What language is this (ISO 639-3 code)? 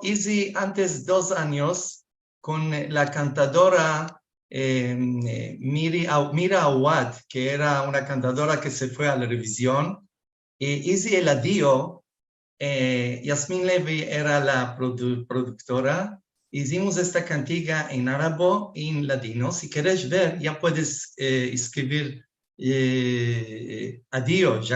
lad